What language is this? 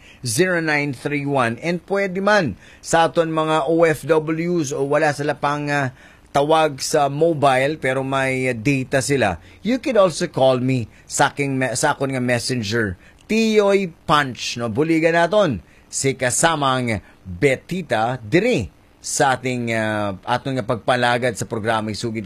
Hiligaynon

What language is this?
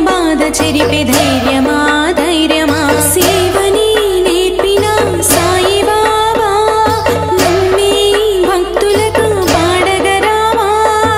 Telugu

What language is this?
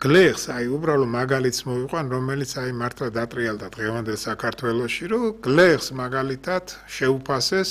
Georgian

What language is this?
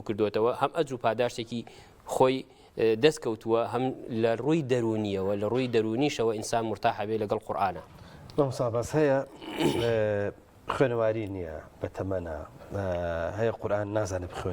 Central Kurdish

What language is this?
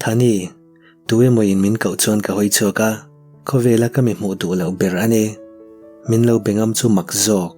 Mizo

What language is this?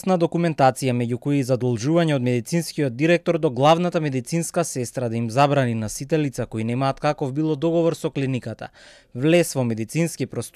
Macedonian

